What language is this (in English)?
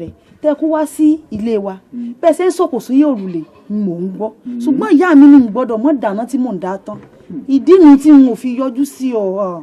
Yoruba